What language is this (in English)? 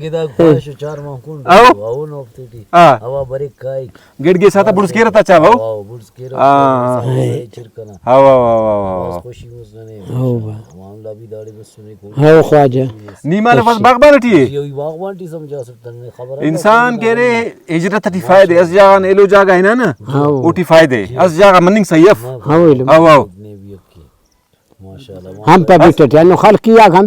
Brahui